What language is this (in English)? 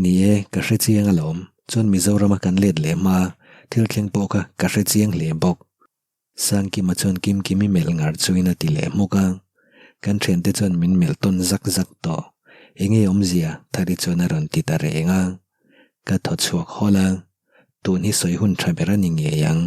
Mizo